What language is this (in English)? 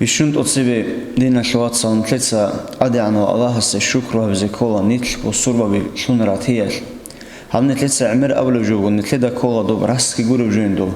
Avaric